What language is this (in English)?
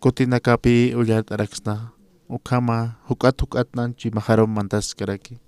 Aymara